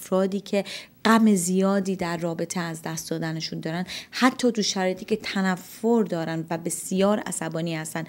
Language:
Persian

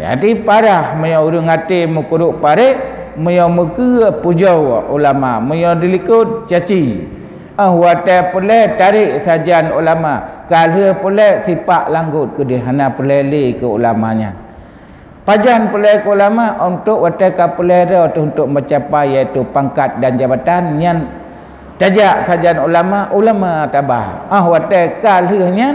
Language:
Achinese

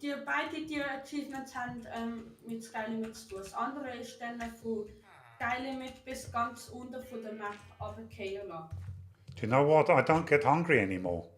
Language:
Swiss German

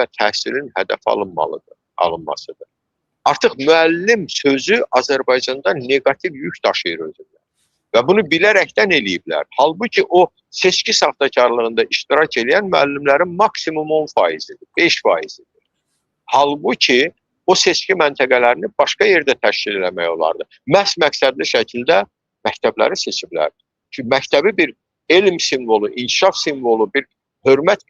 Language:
Azerbaijani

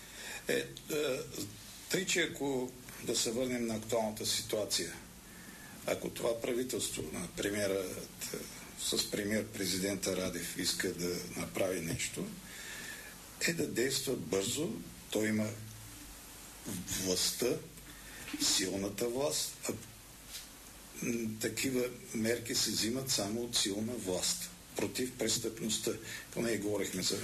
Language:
Bulgarian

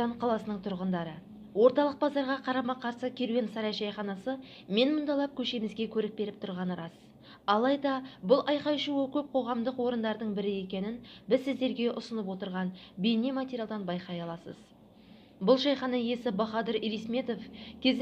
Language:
Kazakh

